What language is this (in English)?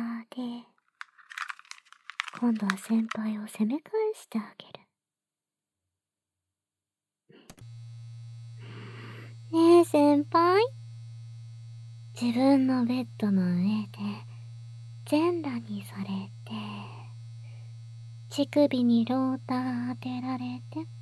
Japanese